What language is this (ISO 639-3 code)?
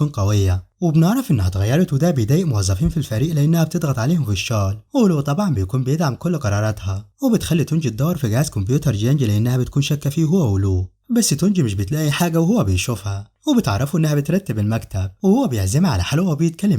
arz